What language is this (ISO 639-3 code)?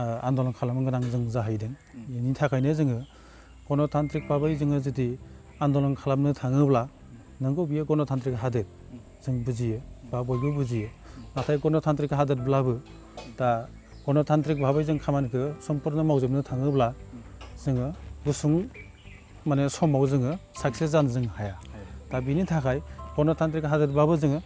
brx